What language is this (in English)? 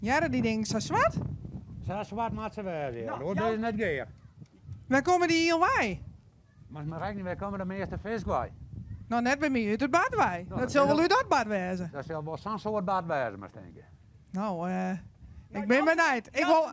Western Frisian